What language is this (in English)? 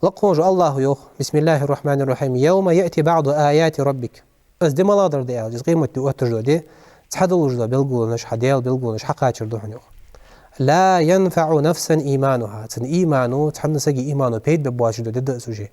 Ingush